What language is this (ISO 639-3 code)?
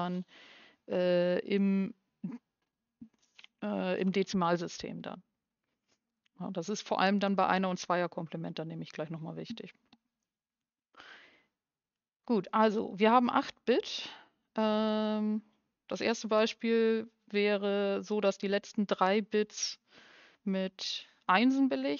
deu